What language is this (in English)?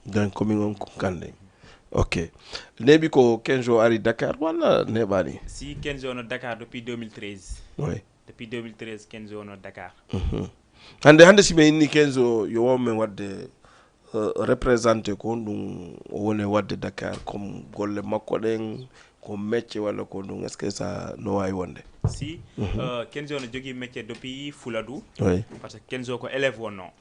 Fula